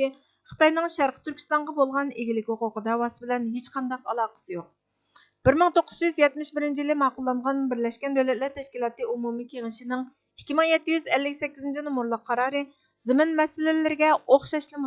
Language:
Uyghur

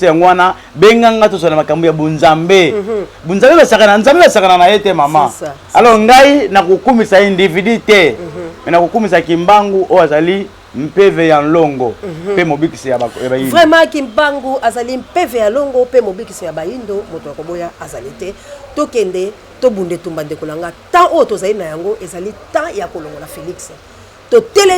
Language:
Lingala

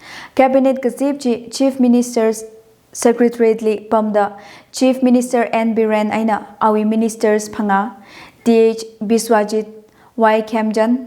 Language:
Tangkhul Naga (India)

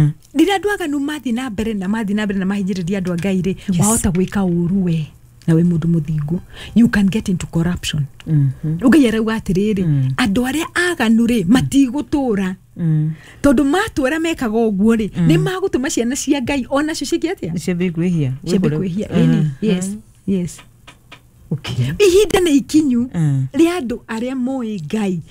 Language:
Kikuyu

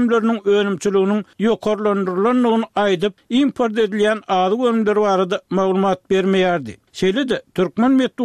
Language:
Turkmen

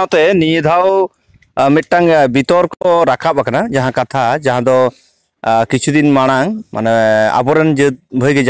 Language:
Santali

